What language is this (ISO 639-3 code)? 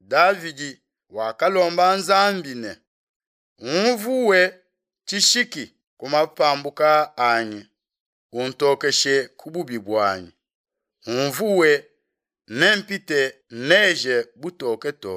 lua